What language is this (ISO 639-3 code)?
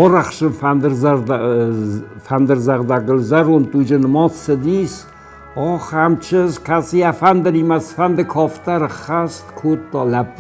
oss